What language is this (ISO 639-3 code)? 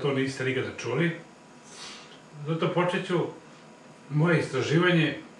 srp